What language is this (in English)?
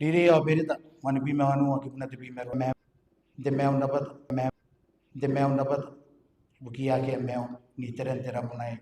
Gilbertese